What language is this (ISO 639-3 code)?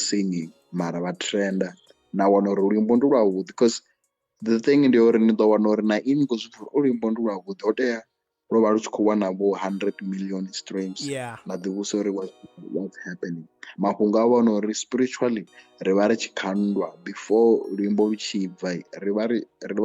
ven